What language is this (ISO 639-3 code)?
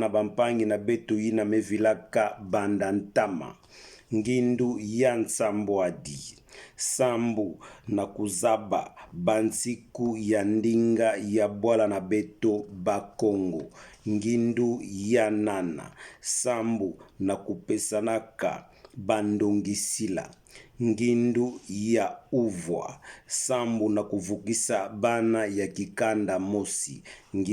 ktu